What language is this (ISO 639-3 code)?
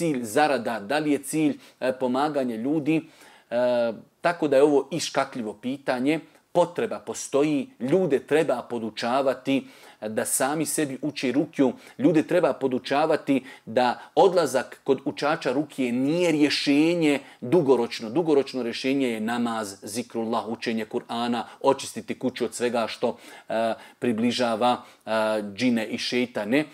bos